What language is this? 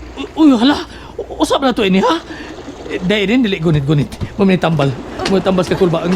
Cebuano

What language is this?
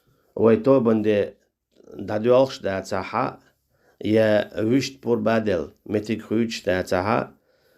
Chechen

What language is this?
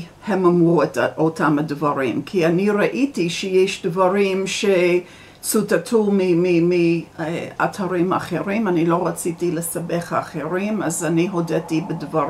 Hebrew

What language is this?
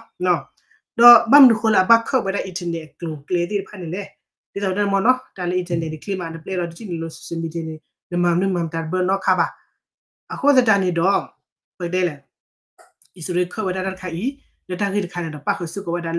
S'gaw Karen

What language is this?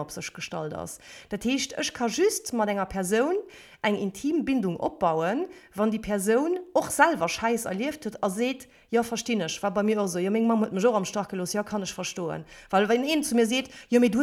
Luxembourgish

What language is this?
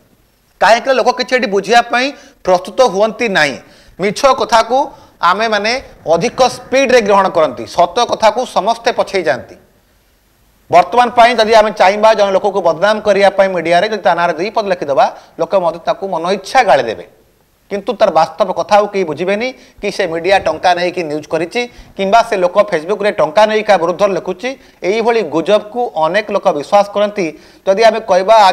Odia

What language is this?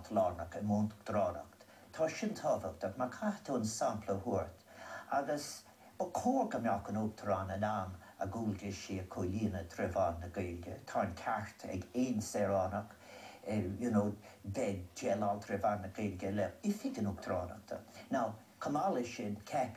Irish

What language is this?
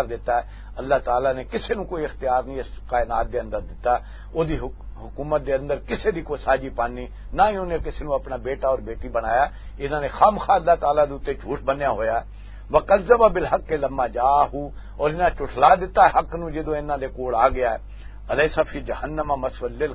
Western Panjabi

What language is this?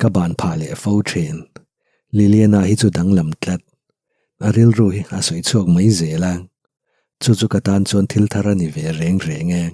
Mizo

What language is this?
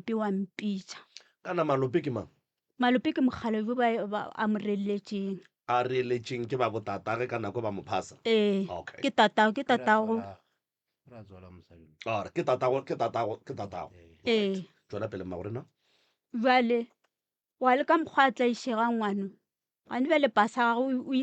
Northern Sotho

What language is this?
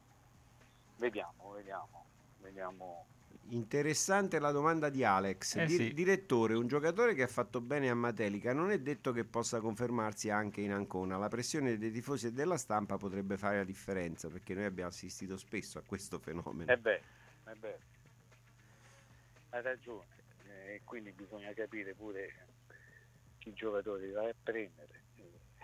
Italian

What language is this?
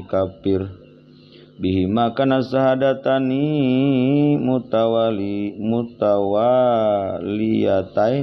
Sundanese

